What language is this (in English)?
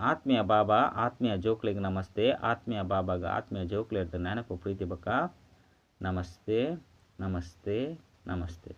Tulu